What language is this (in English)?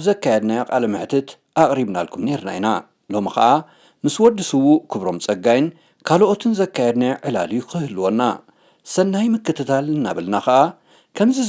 Tigrinya